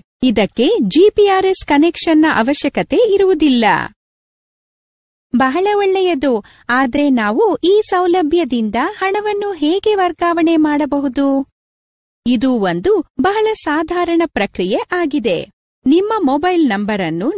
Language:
Kannada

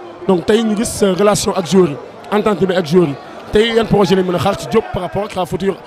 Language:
Wolof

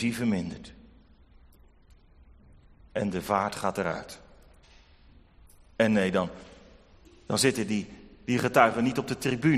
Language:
Dutch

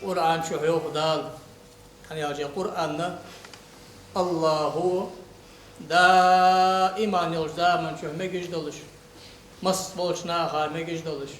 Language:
Ingush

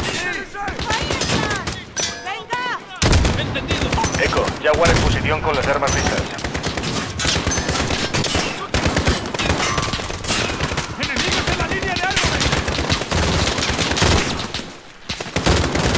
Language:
Spanish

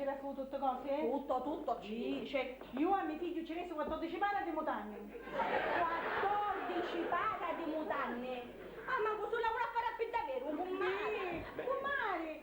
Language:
Sicilian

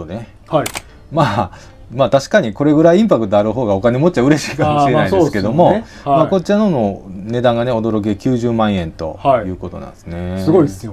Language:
Japanese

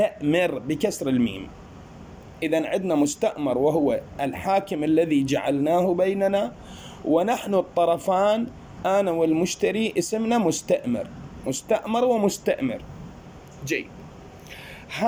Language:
Arabic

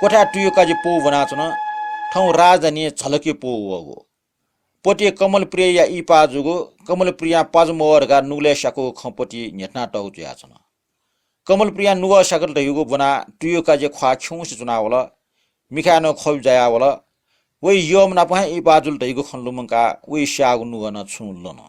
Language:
Newari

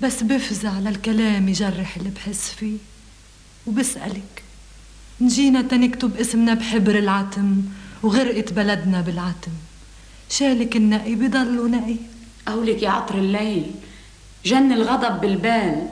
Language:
North Levantine Arabic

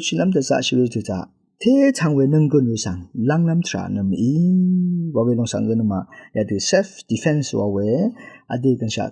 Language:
Rawang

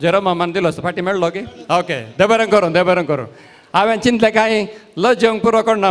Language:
Konkani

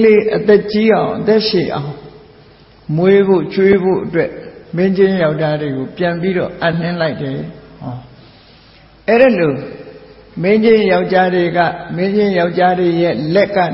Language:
Burmese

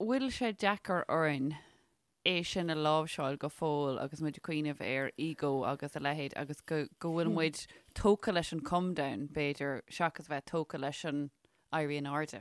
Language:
Irish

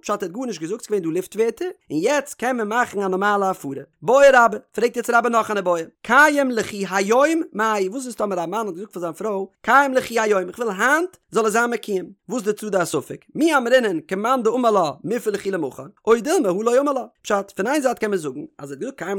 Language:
Yiddish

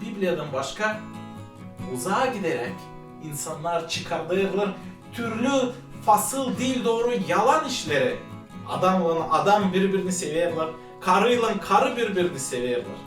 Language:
Gagauz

